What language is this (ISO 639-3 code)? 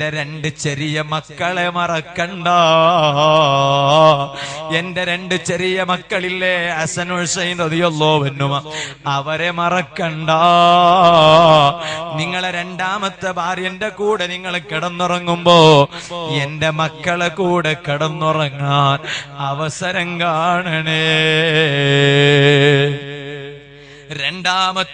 mal